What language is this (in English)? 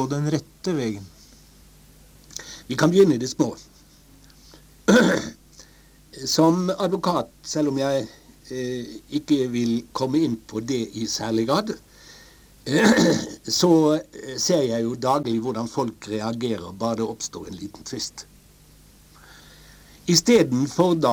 Norwegian